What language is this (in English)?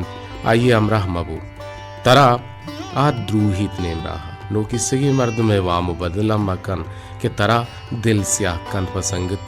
Baluchi